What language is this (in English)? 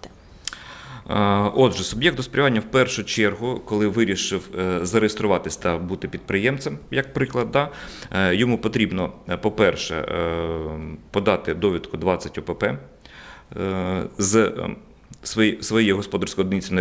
Ukrainian